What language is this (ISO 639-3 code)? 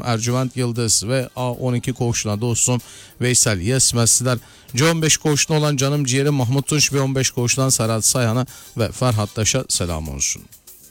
tur